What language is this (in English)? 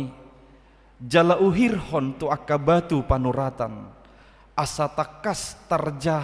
Batak Toba